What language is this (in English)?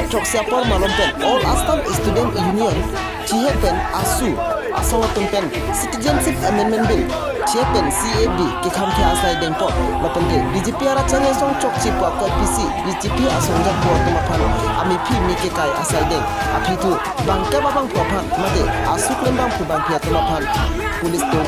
Karbi